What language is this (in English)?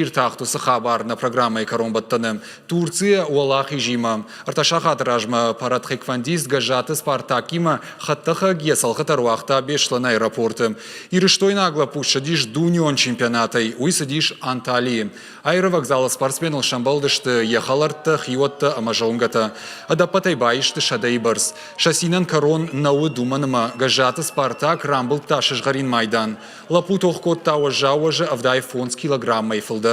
Ossetic